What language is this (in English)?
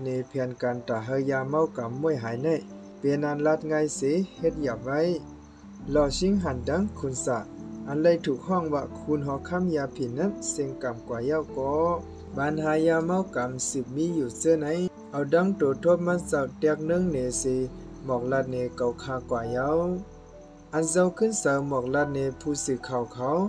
Shan